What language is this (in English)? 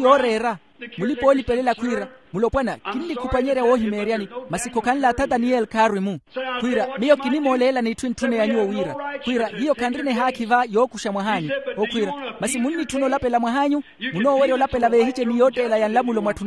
Makhuwa